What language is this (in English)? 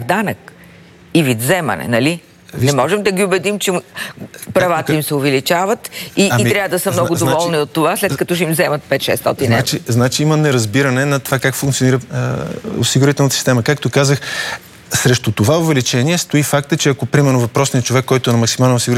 Bulgarian